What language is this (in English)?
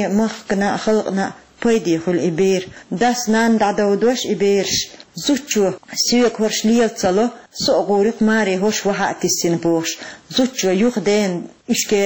Chechen